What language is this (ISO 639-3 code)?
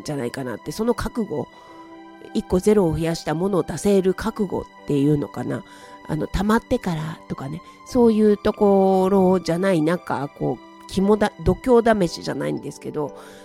jpn